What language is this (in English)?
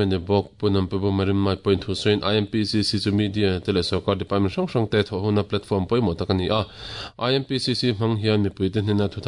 Mizo